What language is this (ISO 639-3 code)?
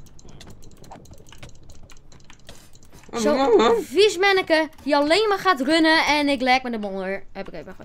nld